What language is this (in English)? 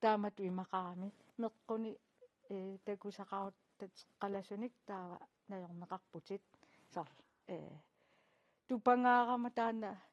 Kalaallisut